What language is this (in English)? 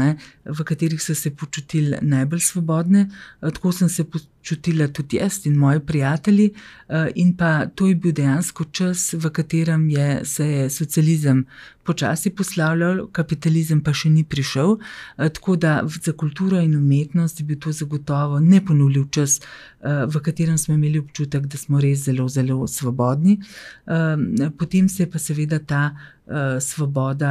Slovenian